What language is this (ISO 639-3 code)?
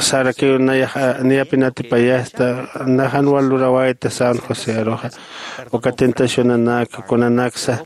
aym